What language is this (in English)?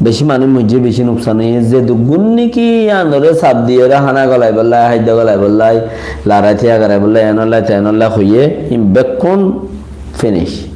Rohingya